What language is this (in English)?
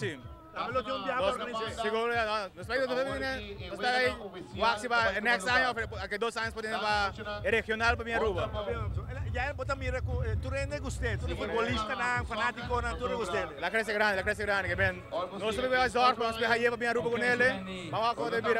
Papiamento